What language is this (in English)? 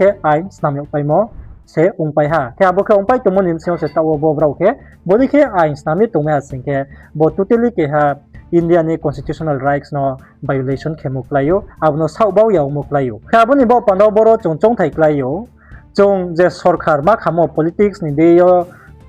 Riang (India)